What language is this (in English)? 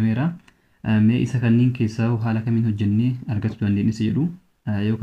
Oromo